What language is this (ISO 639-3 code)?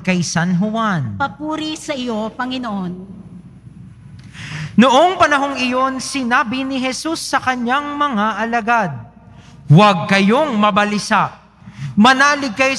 fil